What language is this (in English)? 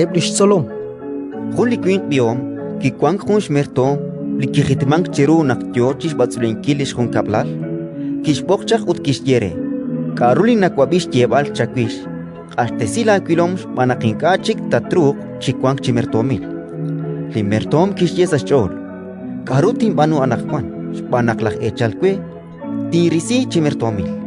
Kekchí